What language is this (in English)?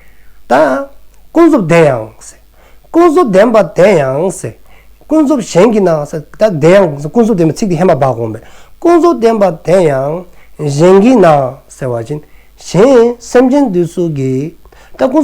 Dzongkha